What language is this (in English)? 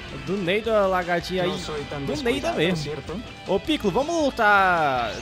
Portuguese